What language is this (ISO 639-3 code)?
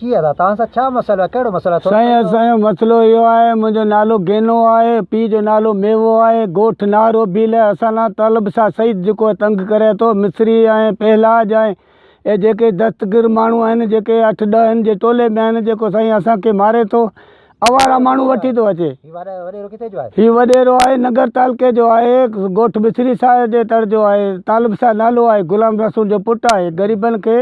snd